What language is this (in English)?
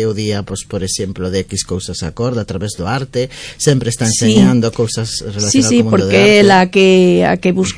Galician